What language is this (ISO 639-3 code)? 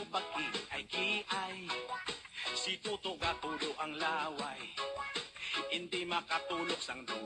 hil